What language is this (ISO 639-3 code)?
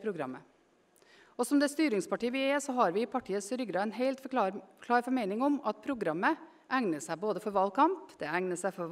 nor